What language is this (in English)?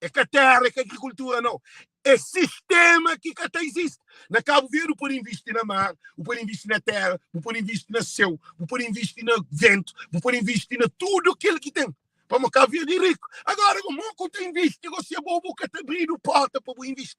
Kabuverdianu